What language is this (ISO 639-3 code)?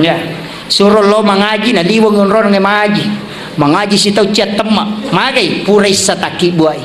bug